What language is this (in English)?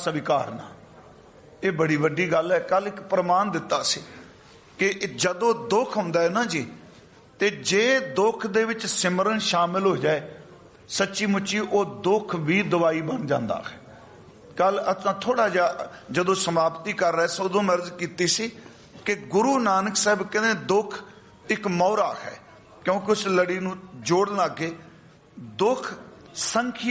Punjabi